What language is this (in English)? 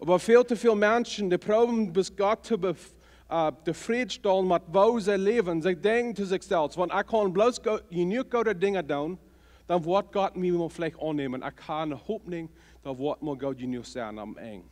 Plautdietsch